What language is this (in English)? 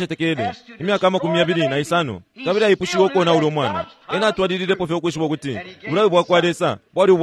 Bemba